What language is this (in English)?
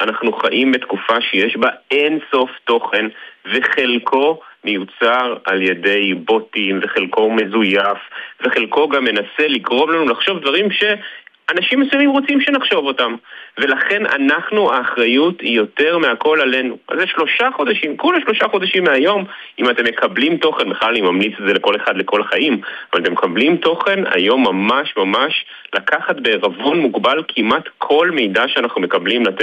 Hebrew